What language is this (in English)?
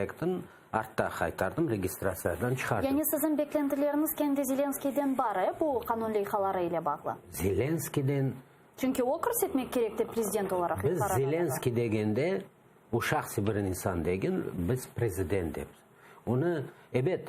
Crimean Tatar